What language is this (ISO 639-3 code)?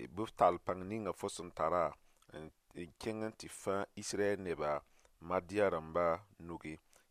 mos